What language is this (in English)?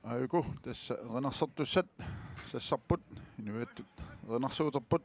Kalaallisut